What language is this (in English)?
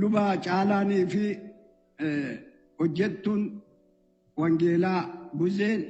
Oromo